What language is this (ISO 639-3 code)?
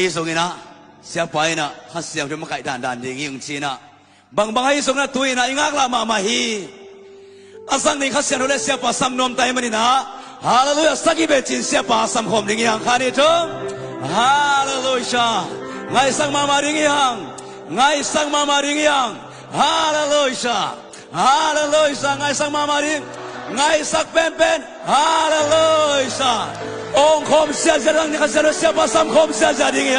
ctd